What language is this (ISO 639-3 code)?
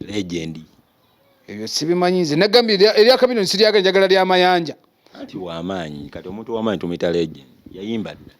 lug